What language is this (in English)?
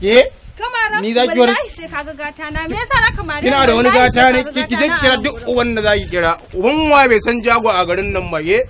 Hausa